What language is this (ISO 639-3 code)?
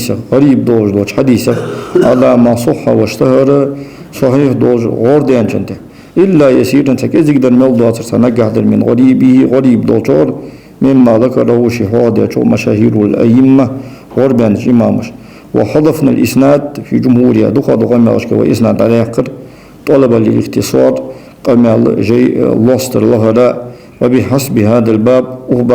inh